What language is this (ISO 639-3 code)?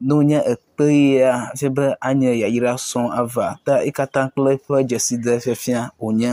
ewe